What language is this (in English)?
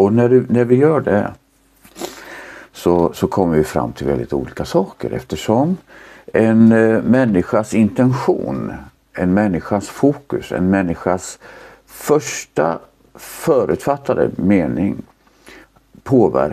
Swedish